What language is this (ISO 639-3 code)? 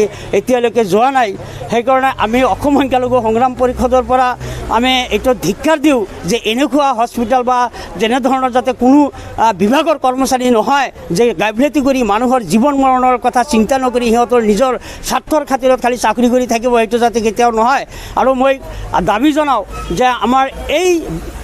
asm